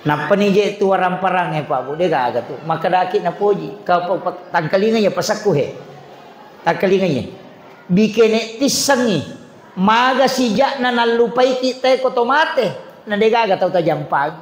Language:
Buginese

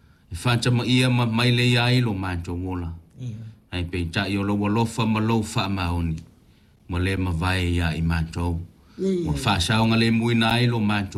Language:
Samoan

